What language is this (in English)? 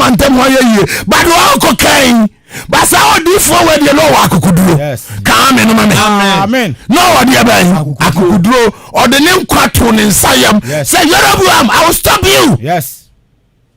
Akan